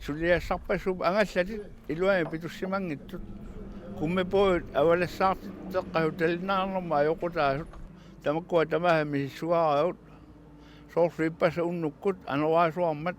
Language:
Kalaallisut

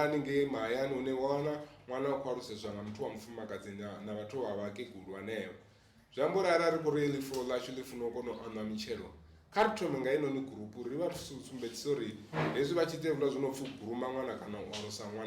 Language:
Venda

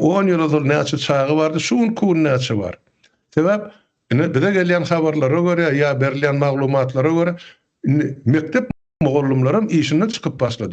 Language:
Turkmen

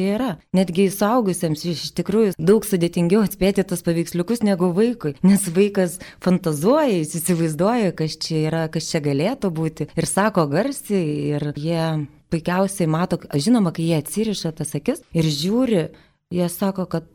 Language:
Lithuanian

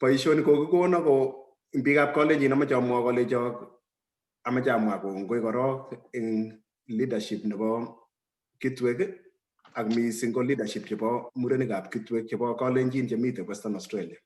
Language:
Kalenjin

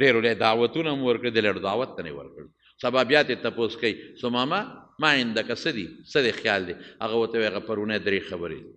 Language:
Pashto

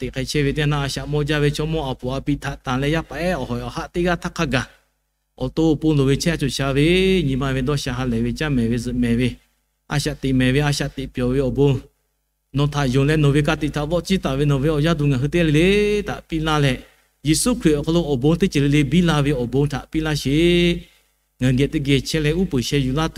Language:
Lahu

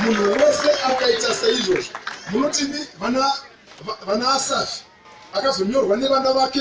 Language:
Shona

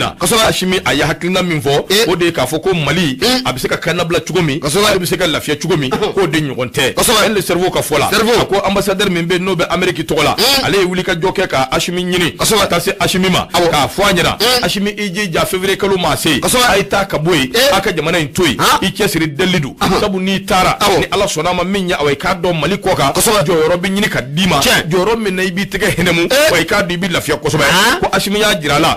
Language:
Bambara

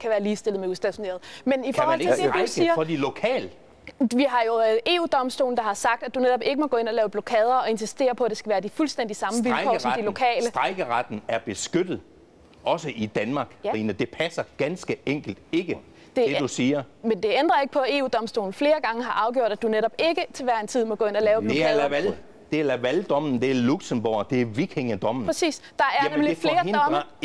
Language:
Danish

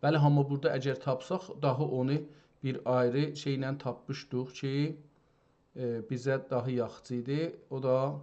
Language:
South Azerbaijani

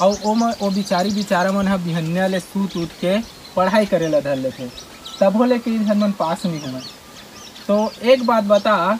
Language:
Chhattisgarhi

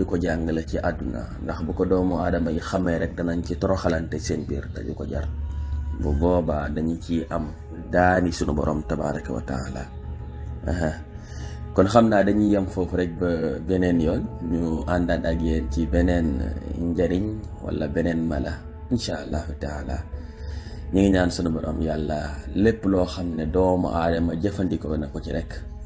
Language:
Wolof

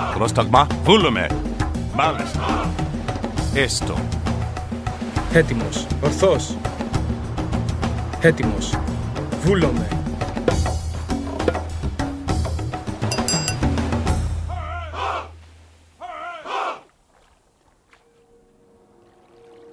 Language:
Greek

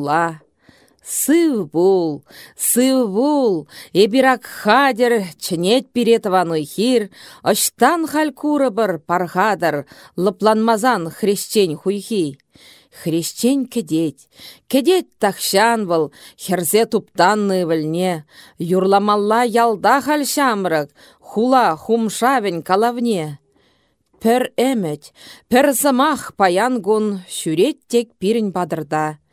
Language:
Chuvash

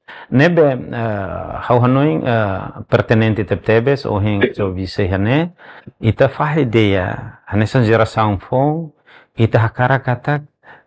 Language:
Tetum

